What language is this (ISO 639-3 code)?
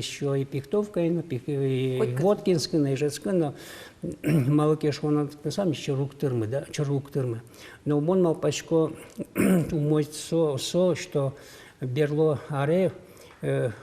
udm